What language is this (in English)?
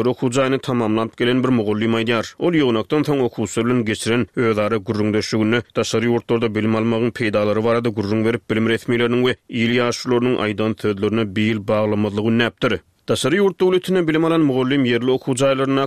Turkmen